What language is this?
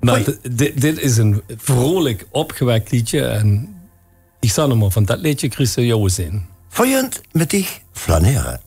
Limburgish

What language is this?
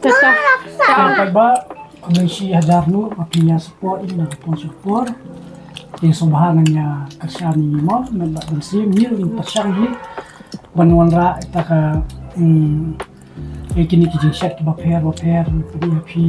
Khasi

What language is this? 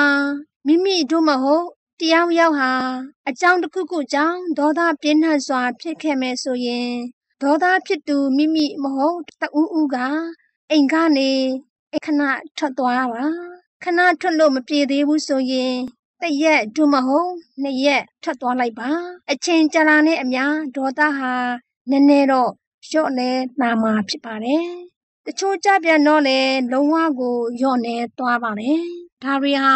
Burmese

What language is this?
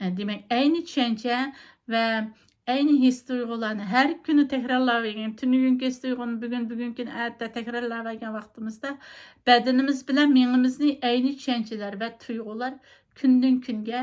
Uyghur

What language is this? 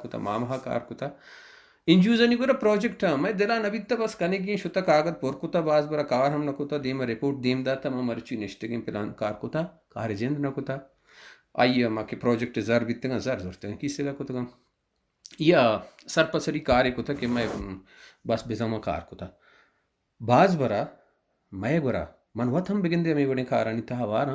Baluchi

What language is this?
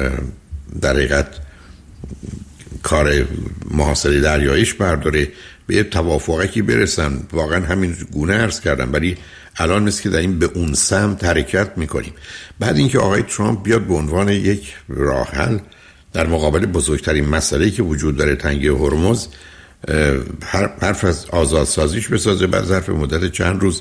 Persian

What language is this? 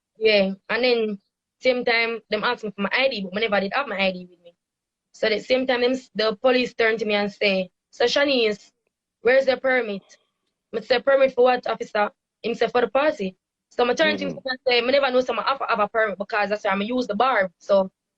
Jamaican Creole English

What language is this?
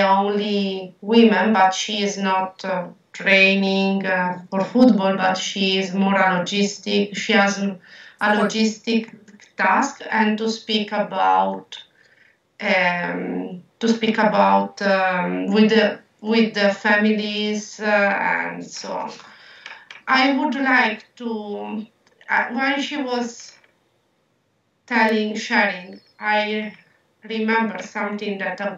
English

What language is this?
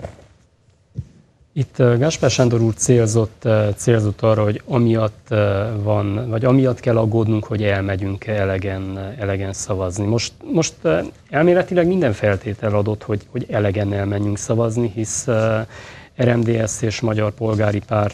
Hungarian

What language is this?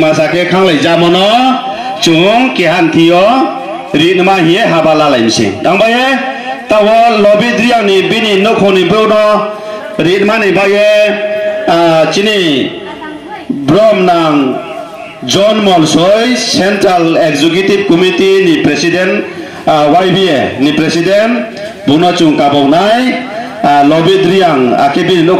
Riang (India)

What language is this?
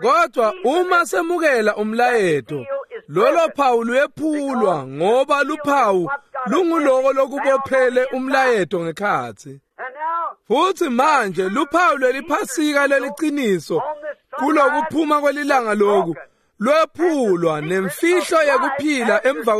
Swati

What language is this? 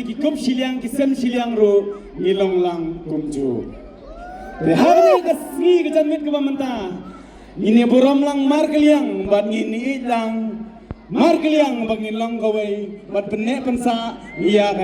Khasi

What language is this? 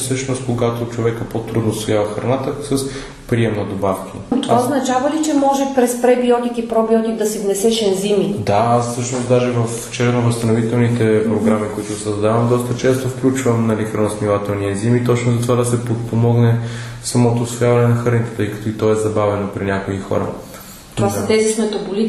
Bulgarian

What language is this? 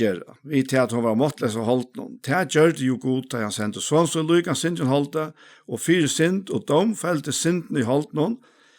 Faroese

